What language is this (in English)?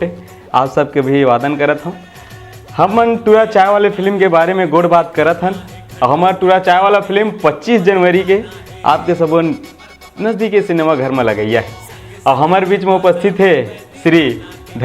Chhattisgarhi